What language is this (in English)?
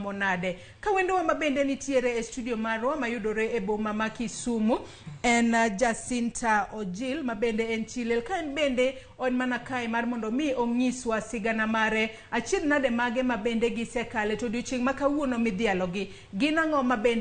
Luo (Kenya and Tanzania)